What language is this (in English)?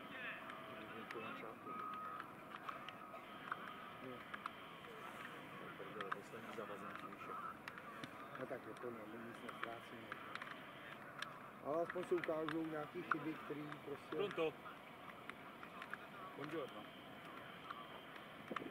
Czech